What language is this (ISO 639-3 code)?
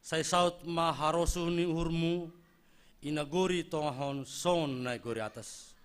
bts